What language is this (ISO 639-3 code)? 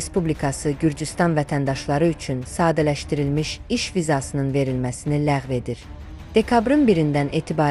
aze